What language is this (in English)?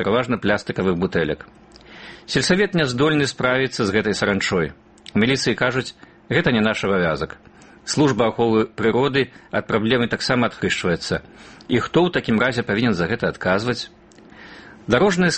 Belarusian